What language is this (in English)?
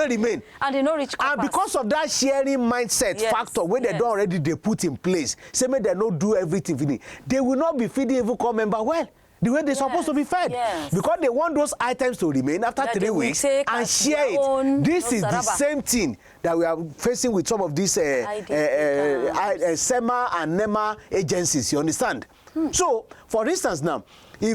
Nigerian Pidgin